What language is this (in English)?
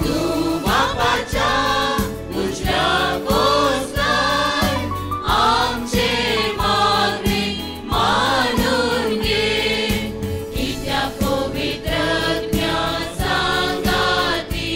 Konkani